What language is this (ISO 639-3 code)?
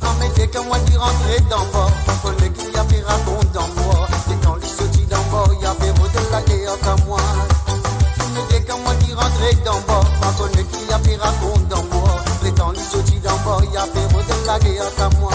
mfe